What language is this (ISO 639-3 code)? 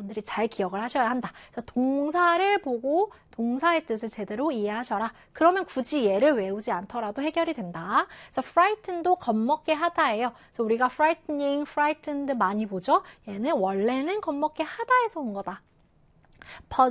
kor